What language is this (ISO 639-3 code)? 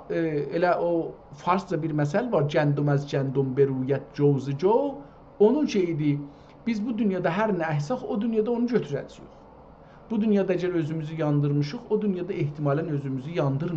azb